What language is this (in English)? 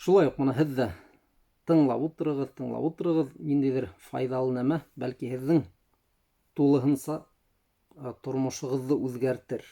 Bashkir